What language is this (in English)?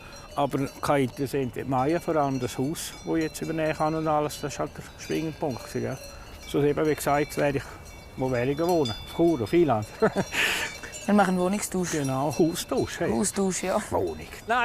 Swiss German